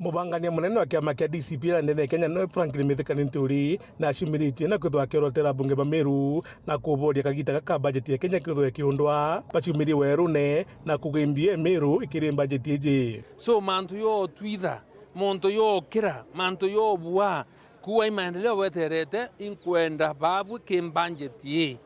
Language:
Meru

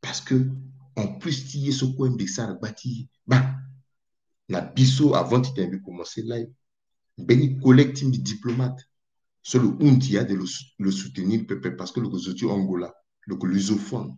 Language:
Sango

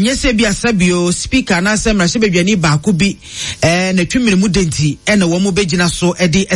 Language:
Akan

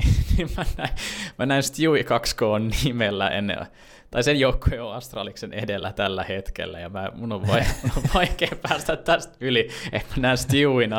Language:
Finnish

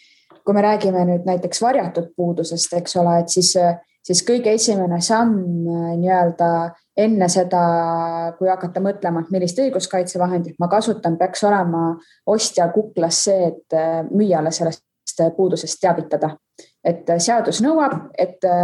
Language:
Estonian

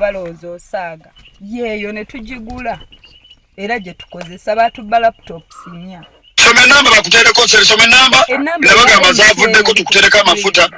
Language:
Ganda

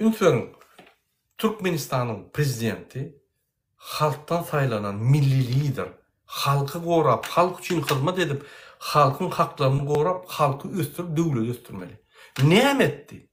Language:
Turkmen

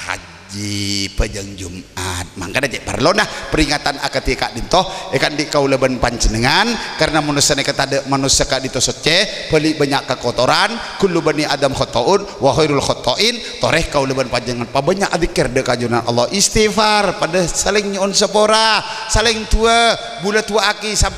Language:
Madurese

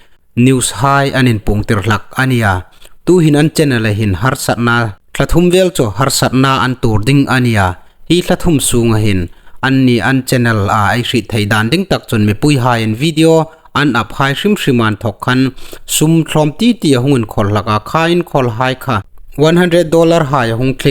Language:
Hmar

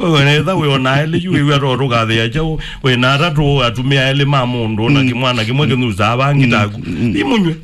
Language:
Kamba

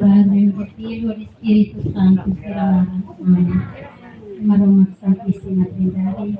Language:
Tetum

